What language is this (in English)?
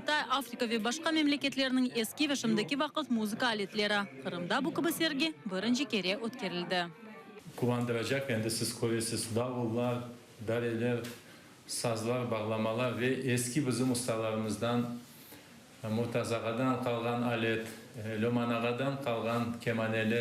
Crimean Tatar